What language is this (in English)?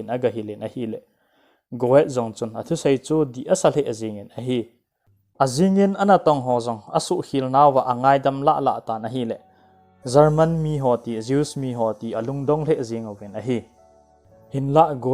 Thado Chin